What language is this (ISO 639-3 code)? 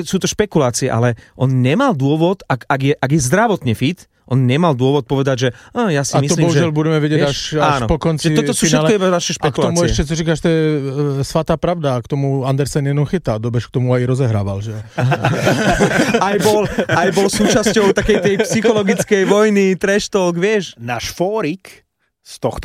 slk